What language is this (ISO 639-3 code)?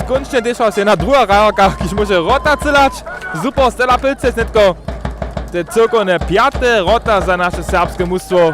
hsb